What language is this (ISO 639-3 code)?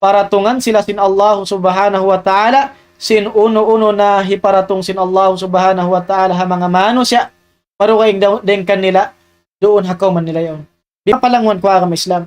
tsg